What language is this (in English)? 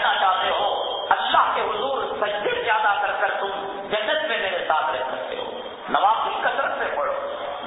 Urdu